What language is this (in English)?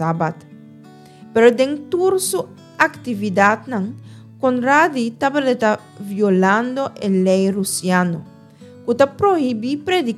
Papiamento